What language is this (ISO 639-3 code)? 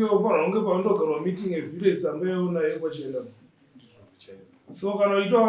sna